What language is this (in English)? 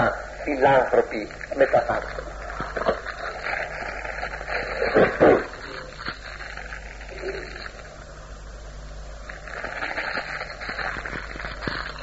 Greek